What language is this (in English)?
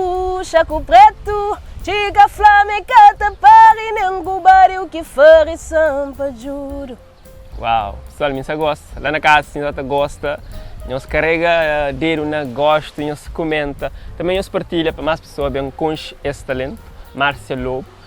Kabuverdianu